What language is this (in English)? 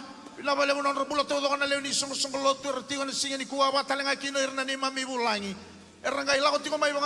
Fijian